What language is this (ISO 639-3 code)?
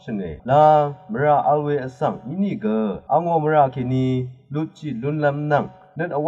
raw